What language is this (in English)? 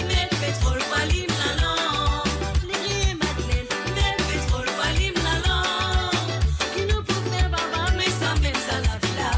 Morisyen